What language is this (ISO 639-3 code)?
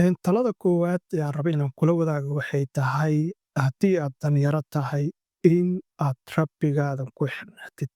som